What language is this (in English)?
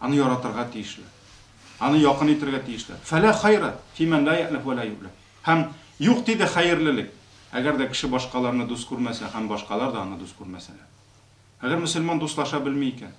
Tatar